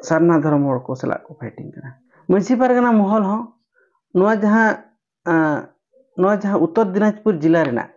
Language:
Santali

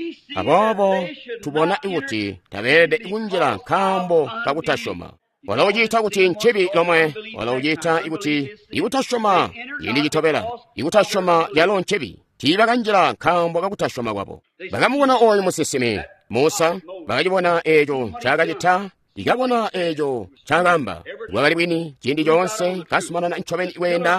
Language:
Tonga (Zambia)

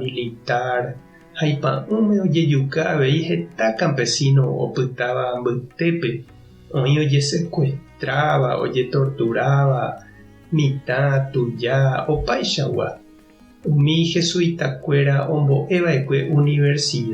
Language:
Guarani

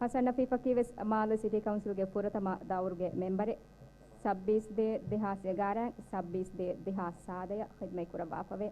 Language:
Divehi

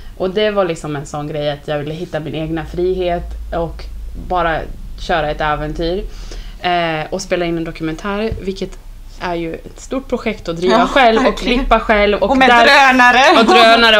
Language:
Swedish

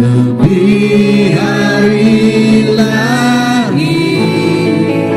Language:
Iban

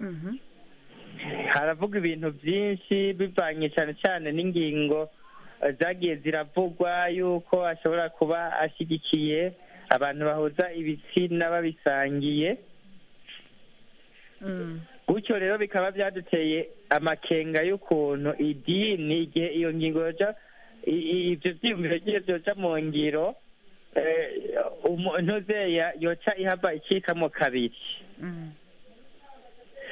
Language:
Kinyarwanda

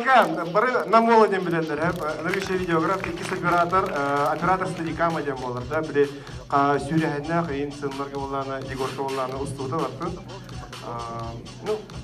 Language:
Yakut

